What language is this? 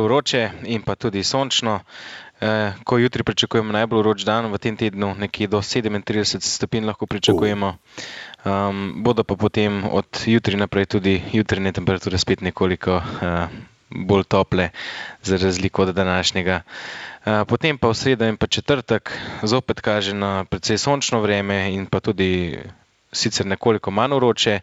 Slovenian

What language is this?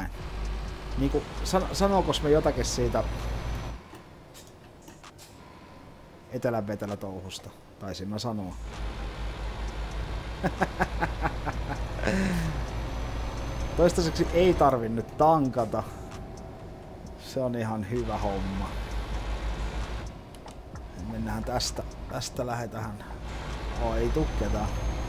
Finnish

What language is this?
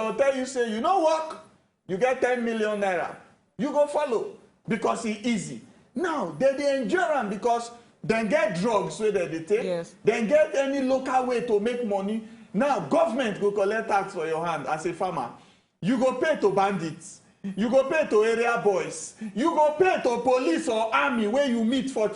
Nigerian Pidgin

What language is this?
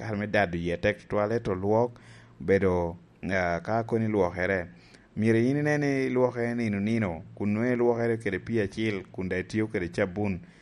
Lango (Uganda)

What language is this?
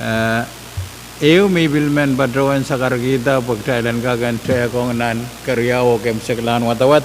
Pohnpeian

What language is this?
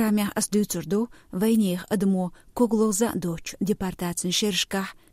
Chechen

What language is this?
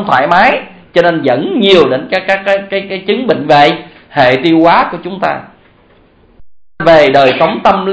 Vietnamese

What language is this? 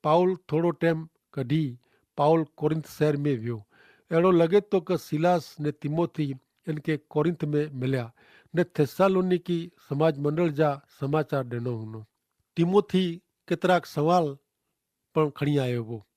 Kachhi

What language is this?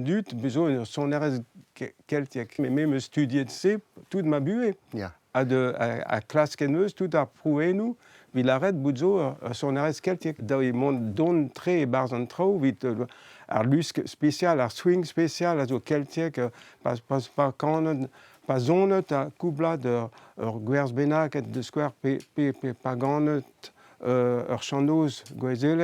Breton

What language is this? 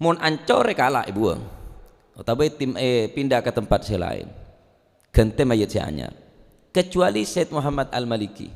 Madurese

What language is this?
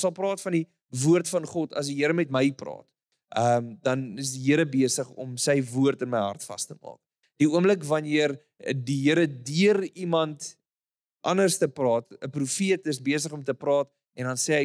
Afrikaans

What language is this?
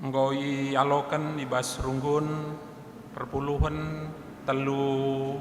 Batak Karo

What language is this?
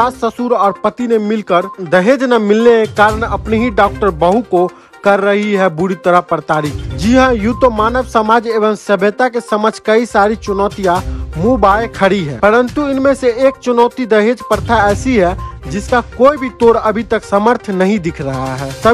Hindi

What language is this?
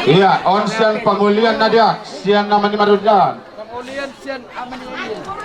Batak Toba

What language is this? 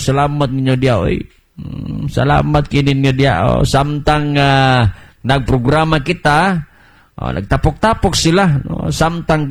Cebuano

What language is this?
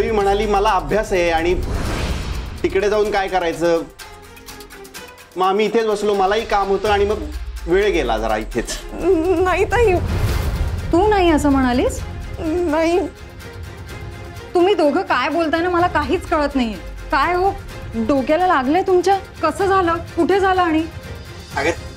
Marathi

